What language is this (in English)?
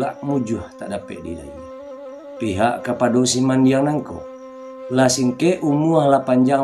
Minangkabau